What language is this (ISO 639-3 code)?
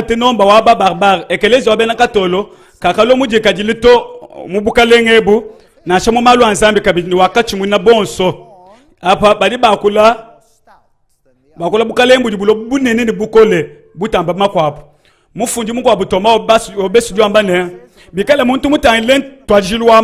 lua